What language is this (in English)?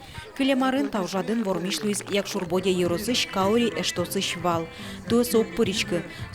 Udmurt